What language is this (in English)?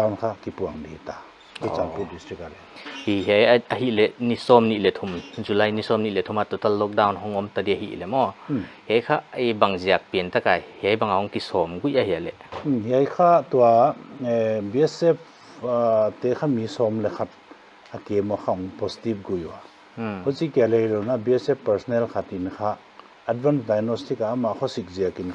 Paite Chin